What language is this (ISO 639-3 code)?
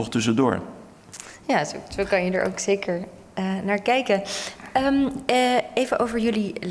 nld